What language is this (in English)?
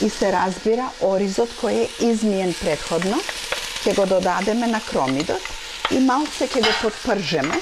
Macedonian